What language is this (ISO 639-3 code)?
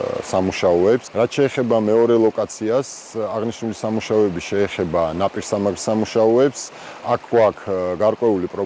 kat